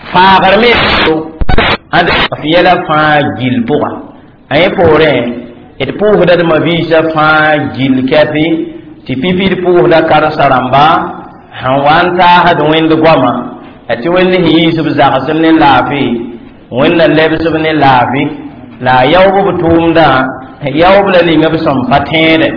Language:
Mossi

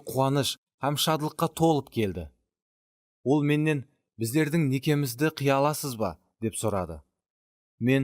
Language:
Kara-Kalpak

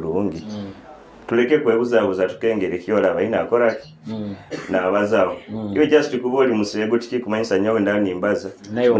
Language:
Nyoro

